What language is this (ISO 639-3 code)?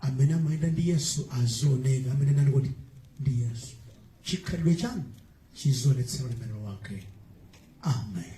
nya